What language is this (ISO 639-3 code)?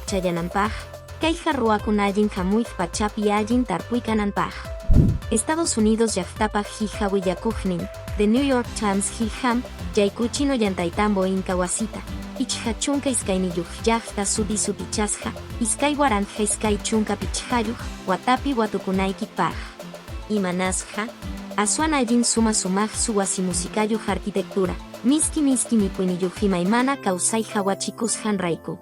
que